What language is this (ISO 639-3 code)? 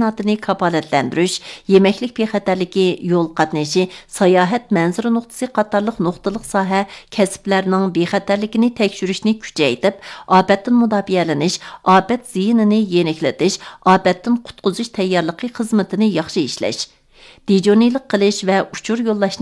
uig